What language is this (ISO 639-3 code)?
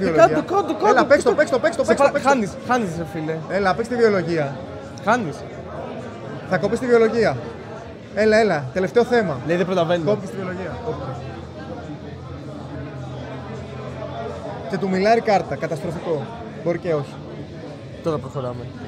ell